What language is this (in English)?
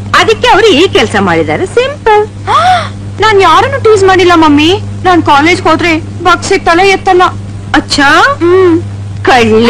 Kannada